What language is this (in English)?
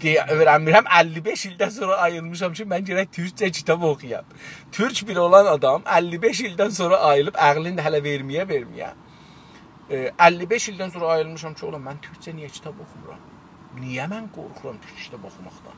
South Azerbaijani